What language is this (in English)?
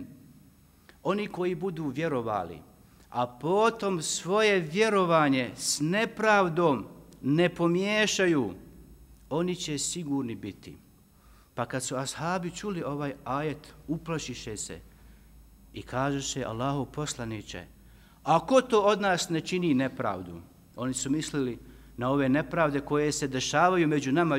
Bosnian